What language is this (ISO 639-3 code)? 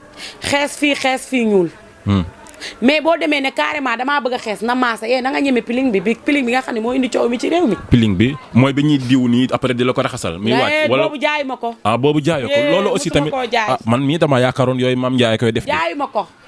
wol